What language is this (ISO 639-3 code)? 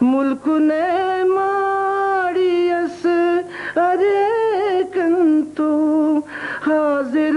brh